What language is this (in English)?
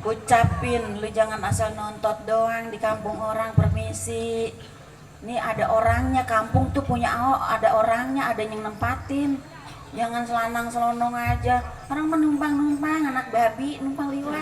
Betawi